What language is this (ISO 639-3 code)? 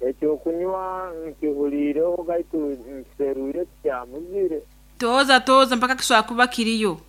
nyn